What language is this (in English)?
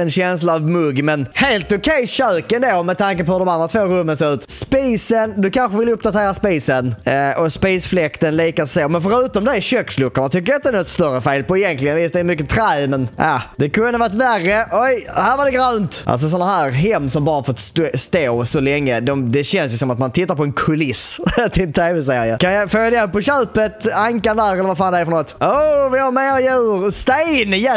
Swedish